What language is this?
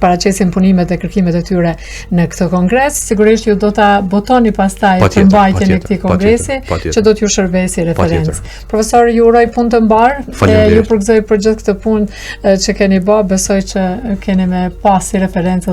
Albanian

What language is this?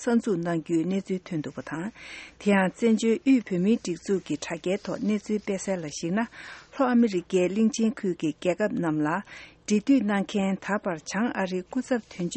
Tibetan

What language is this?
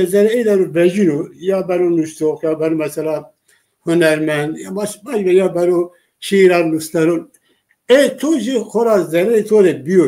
Zaza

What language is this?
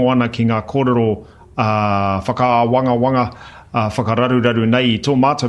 Māori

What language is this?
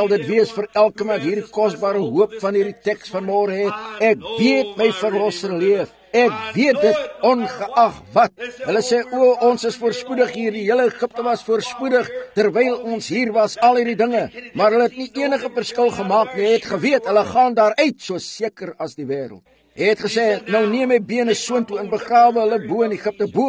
Afrikaans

